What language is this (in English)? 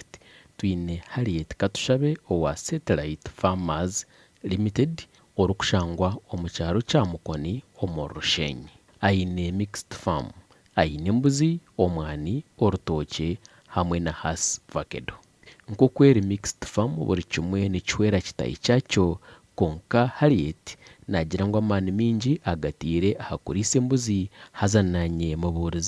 Nyankole